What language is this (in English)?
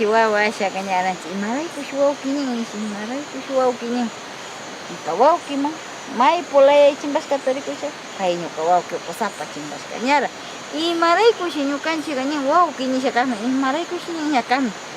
Northern Pastaza Quichua